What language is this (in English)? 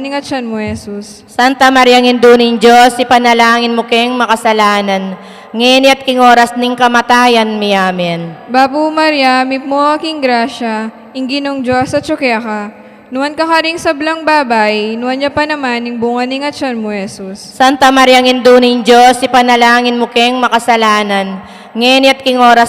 Pampanga